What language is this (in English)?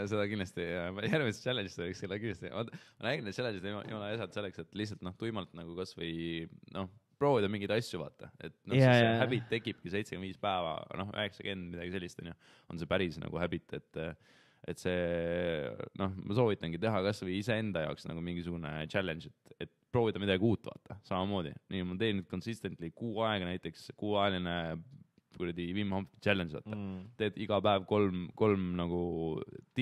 Estonian